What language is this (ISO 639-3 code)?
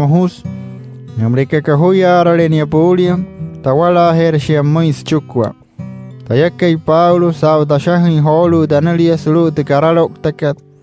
guc